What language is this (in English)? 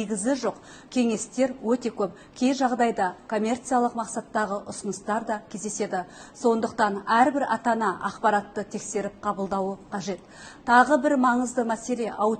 Kazakh